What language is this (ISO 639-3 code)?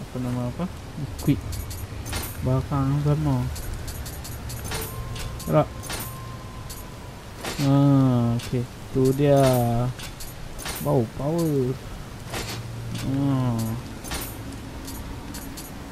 msa